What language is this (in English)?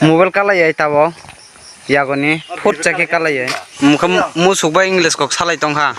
Kok Borok